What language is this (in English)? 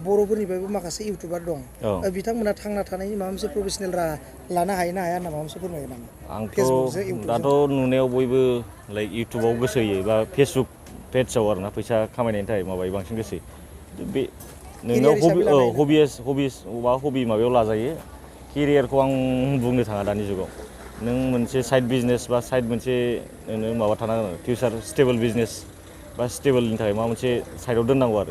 Bodo